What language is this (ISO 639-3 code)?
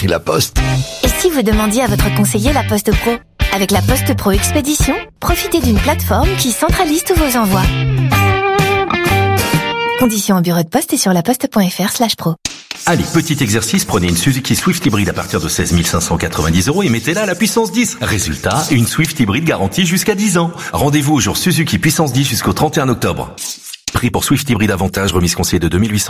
fra